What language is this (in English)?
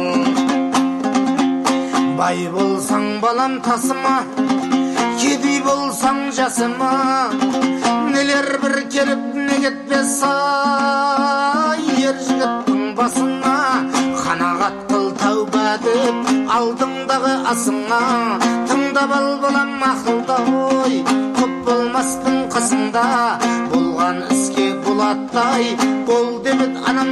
Kazakh